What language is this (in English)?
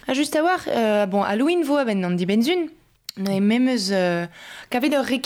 Breton